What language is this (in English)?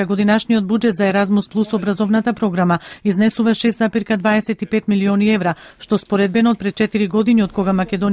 Macedonian